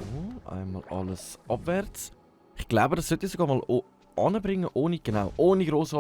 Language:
Swiss German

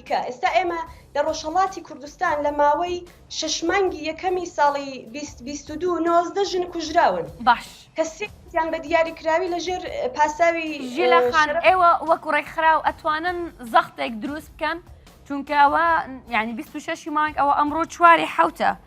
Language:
Central Kurdish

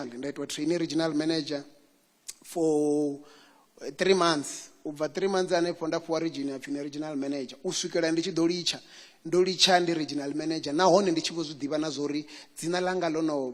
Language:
Venda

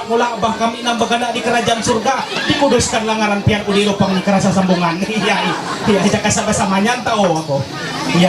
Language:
Ma'anyan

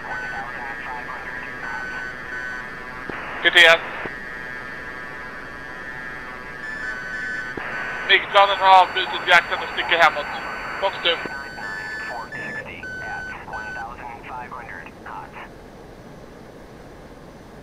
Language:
Swedish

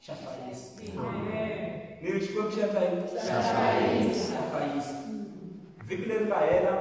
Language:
Tsonga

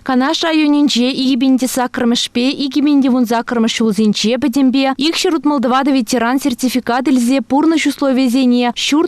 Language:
Chuvash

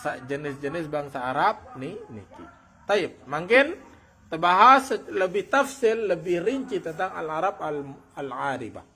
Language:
Sasak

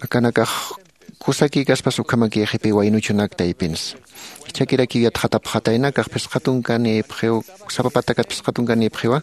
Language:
Aymara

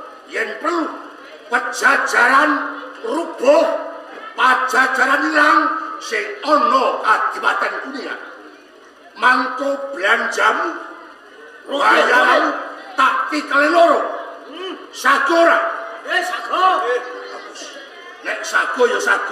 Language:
Javanese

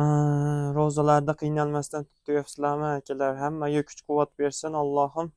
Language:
Uzbek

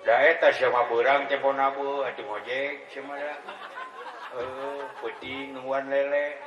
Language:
Sundanese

